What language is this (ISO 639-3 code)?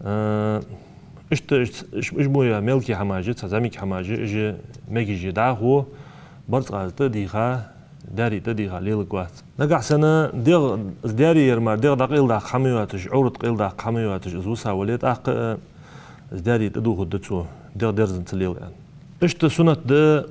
inh